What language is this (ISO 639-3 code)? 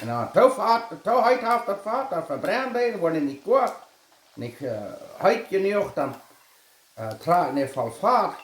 pdt